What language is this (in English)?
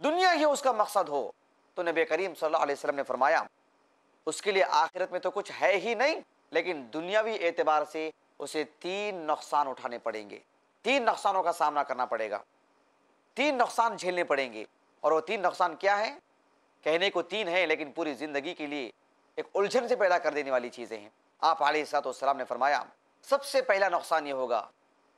Urdu